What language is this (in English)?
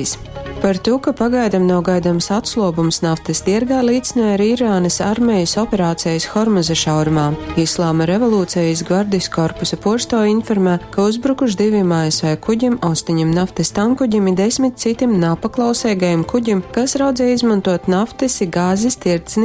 Latgalian